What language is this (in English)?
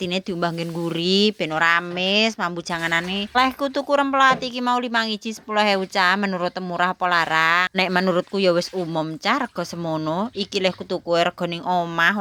Javanese